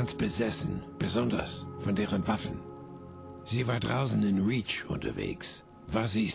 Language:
Bavarian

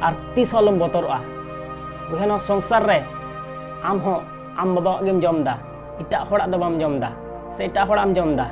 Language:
Santali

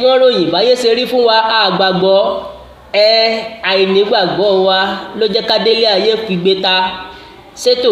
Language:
Yoruba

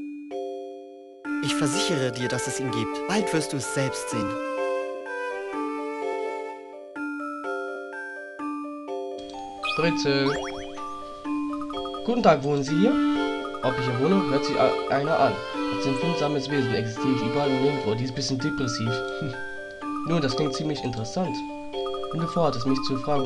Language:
German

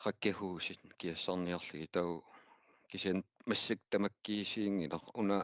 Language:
Kalaallisut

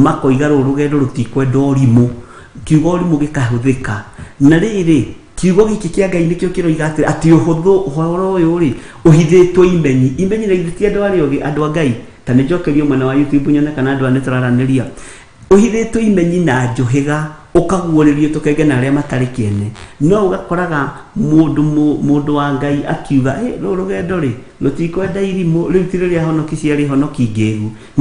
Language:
Kikuyu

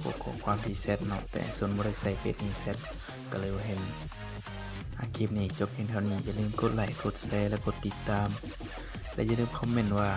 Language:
Lao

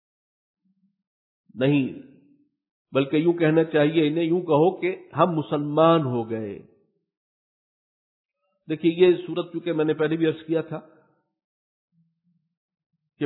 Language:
Urdu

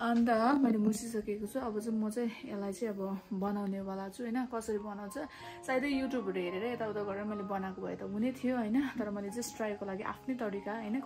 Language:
Nepali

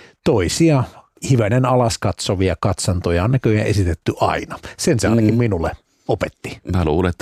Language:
Finnish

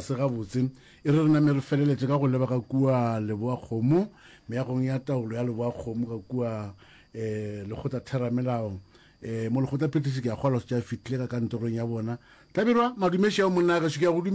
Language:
Northern Sotho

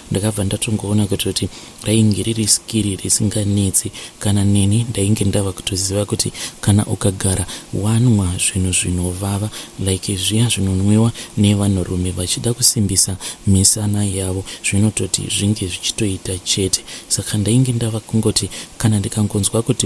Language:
Shona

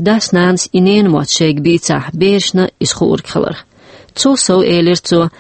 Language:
Chechen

